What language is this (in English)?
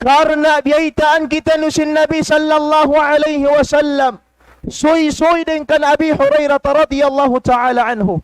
Tausug